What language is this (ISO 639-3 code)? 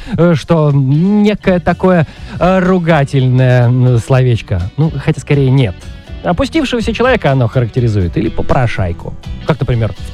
rus